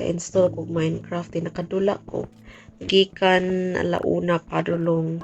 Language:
Cebuano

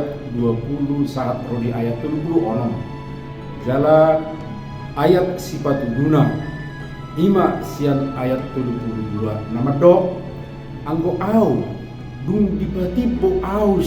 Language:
Batak Toba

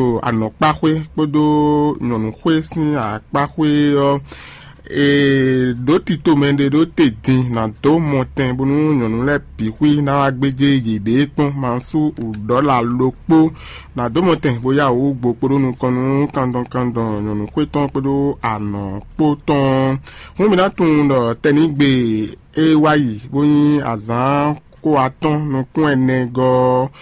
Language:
Fon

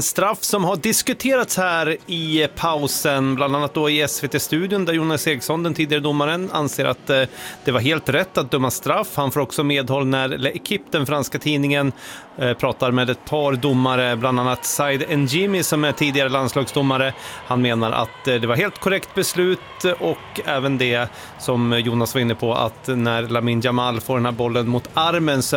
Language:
Swedish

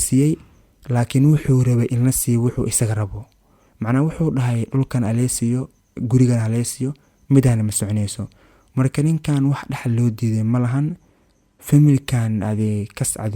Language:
Somali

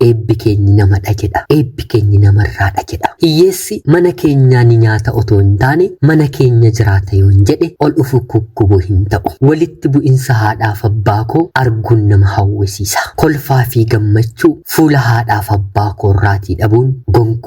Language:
Oromo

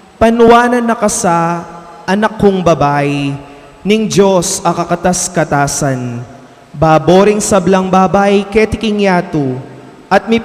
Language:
Pampanga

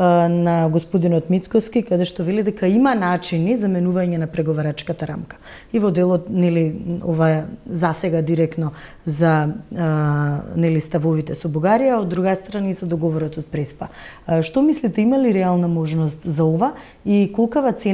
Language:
Macedonian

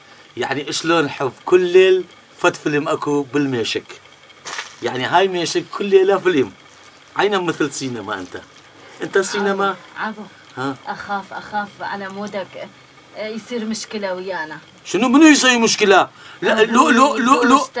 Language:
Kurdish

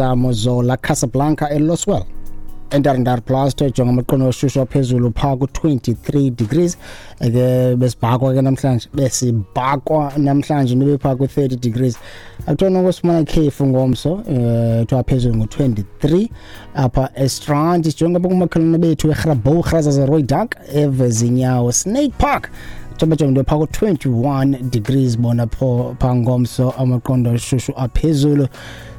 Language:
Xhosa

